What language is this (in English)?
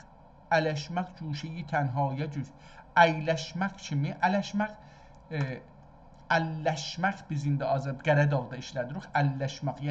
South Azerbaijani